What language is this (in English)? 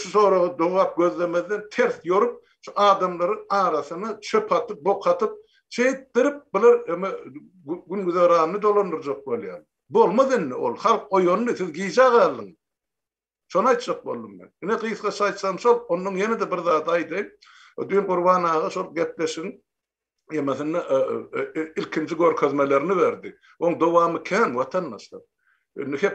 Turkmen